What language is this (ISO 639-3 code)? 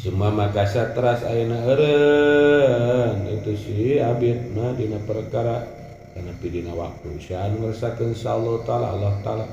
sun